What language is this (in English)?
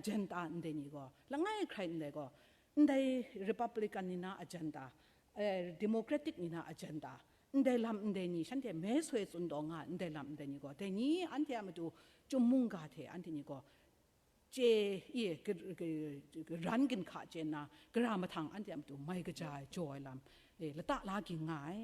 Kachin